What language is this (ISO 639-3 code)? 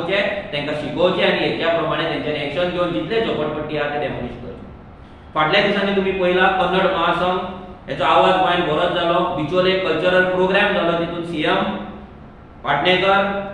kok